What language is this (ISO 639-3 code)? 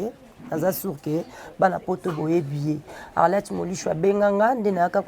lin